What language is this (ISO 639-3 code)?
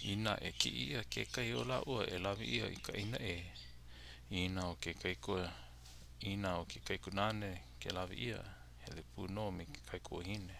haw